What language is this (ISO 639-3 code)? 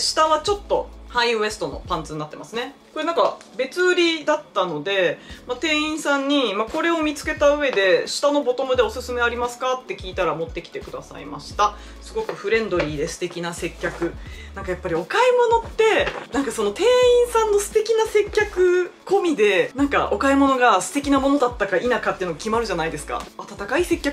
jpn